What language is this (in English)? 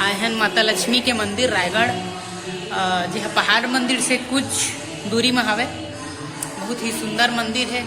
Chhattisgarhi